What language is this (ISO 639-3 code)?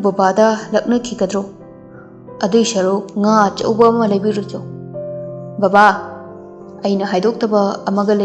mni